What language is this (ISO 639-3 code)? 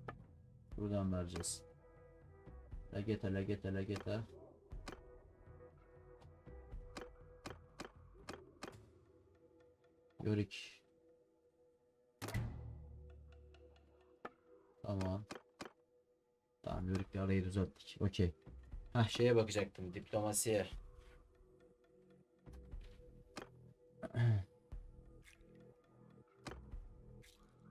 tur